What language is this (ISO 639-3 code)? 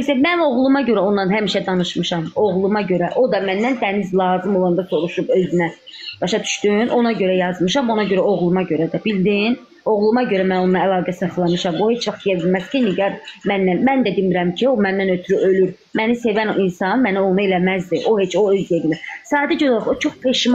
aze